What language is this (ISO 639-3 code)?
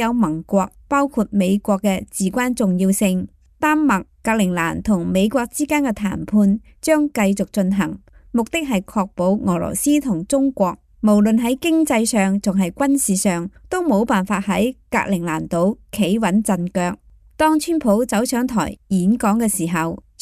yue